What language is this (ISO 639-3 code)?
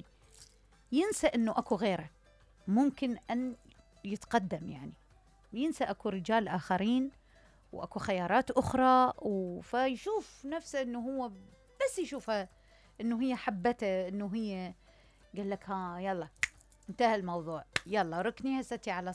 acm